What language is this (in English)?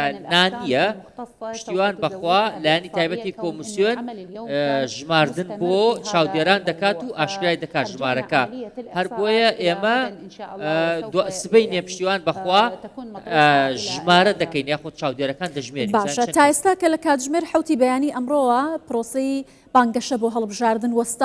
Central Kurdish